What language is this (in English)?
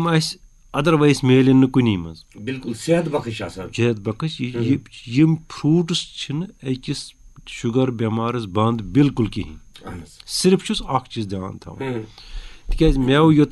Kashmiri